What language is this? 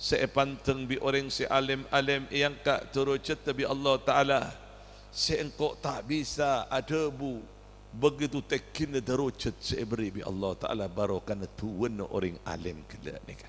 Madurese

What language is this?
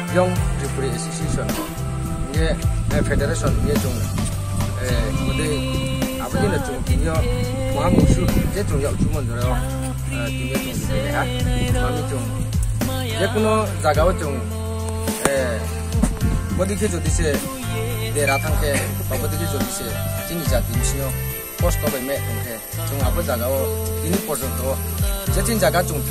Riang (India)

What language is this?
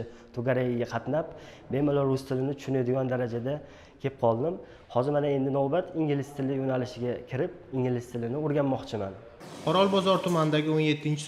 Uzbek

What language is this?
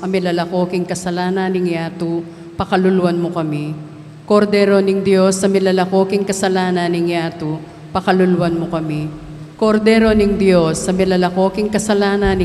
Pampanga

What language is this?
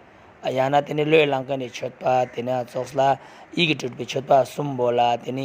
Ladakhi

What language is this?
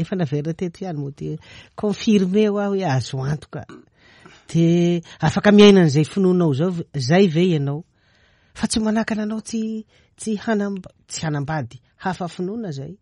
Malagasy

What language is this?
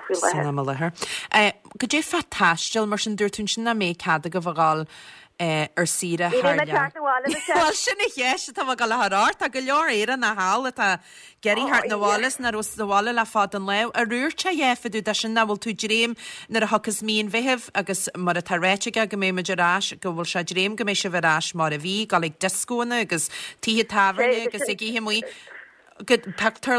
Irish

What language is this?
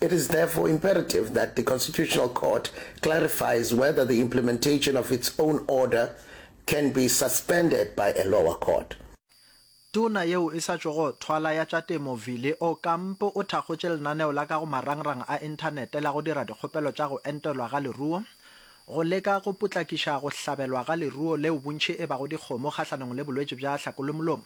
Northern Sotho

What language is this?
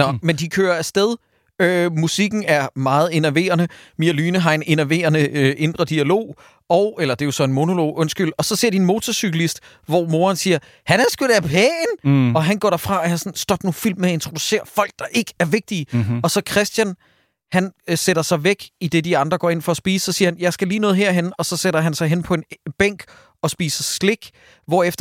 Danish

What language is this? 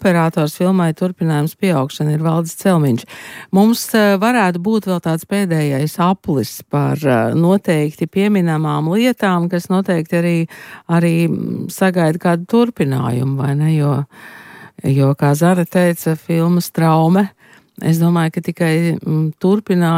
Latvian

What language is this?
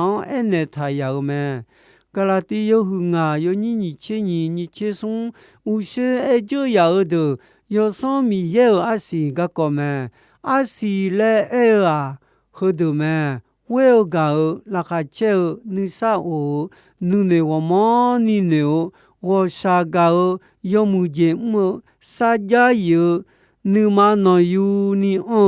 Akha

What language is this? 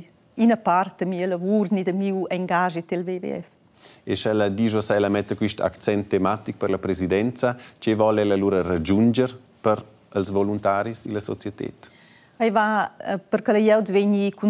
Romansh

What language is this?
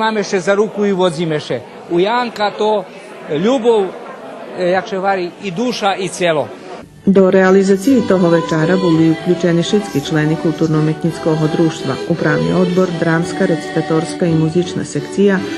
Rusyn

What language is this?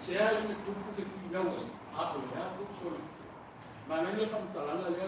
Samoan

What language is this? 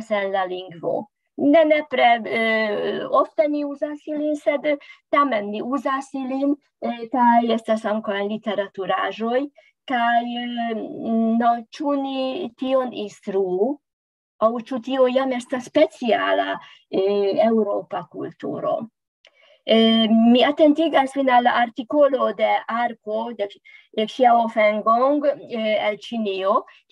Esperanto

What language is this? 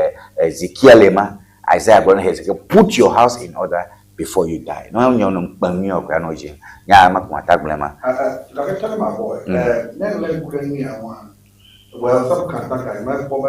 Ewe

